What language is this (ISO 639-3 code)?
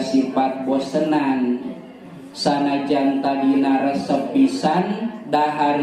sun